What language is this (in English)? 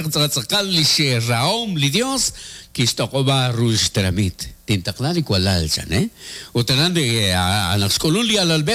Kekchí